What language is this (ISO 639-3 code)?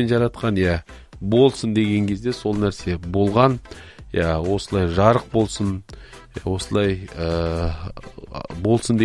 kaz